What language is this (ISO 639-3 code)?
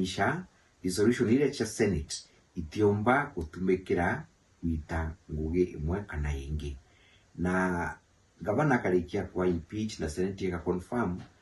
mer